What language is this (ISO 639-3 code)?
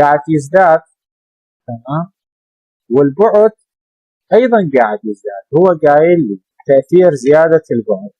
acm